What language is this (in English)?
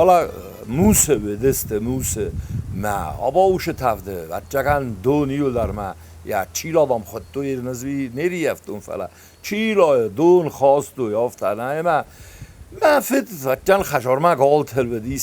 Ossetic